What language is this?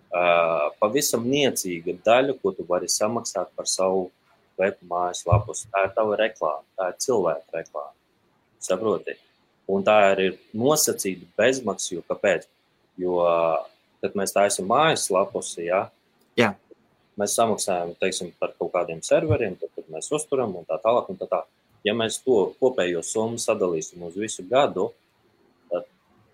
Latvian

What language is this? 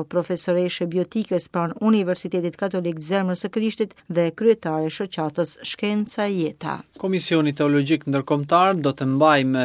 Albanian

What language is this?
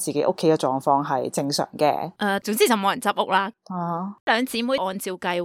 Cantonese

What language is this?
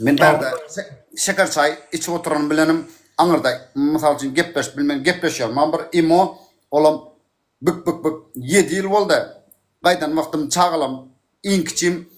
Turkmen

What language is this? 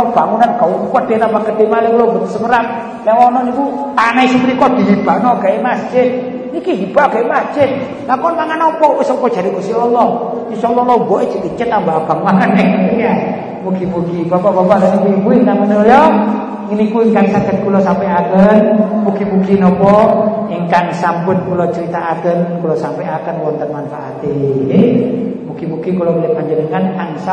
Javanese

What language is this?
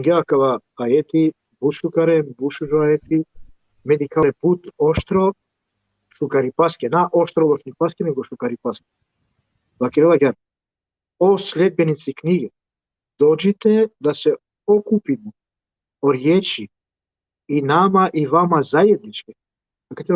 Balkan Romani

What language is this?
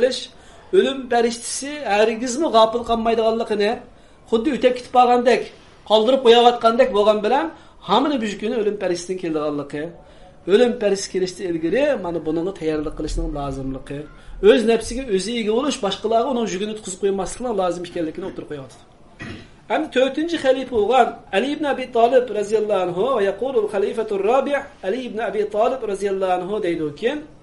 Uyghur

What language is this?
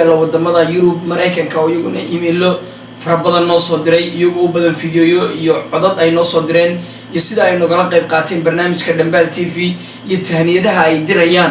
Somali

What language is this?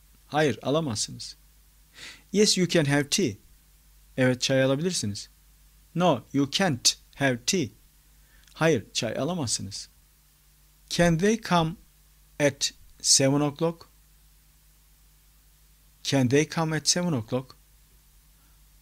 Turkish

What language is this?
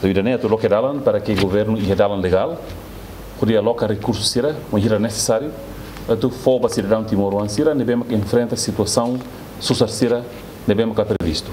Tetum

